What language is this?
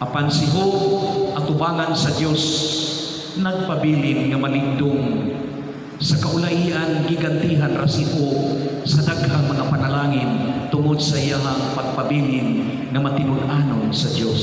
Cebuano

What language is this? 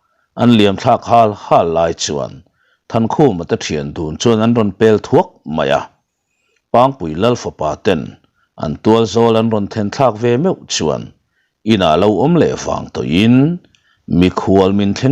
Mizo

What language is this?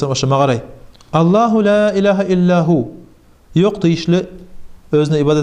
Kumyk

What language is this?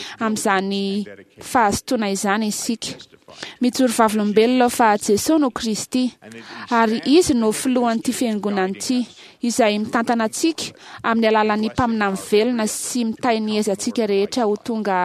Malagasy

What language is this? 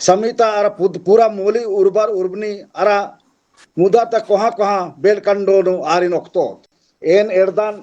Kurukh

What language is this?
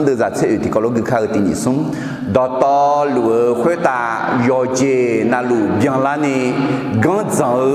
Akha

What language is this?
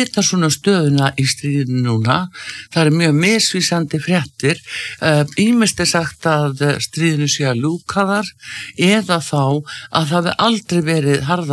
Icelandic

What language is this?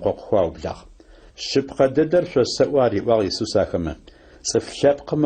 Adyghe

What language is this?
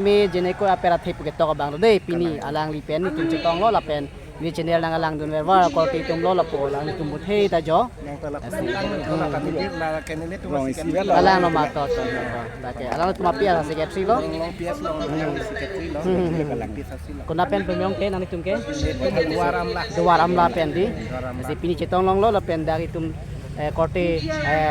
Karbi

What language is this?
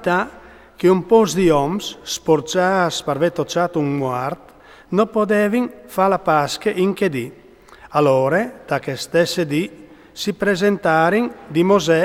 Friulian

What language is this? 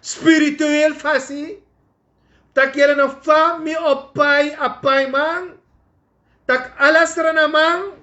Sranan Tongo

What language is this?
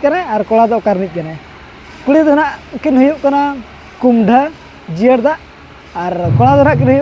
Santali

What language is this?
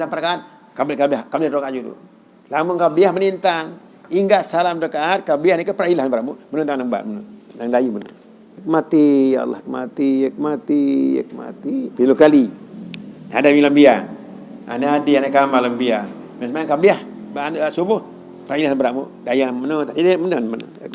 Sasak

